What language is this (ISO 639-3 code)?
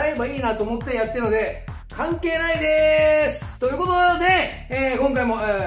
jpn